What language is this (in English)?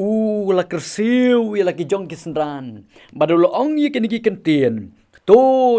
Khasi